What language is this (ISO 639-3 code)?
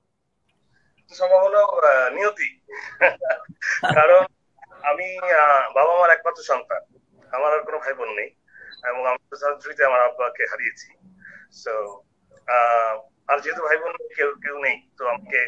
ben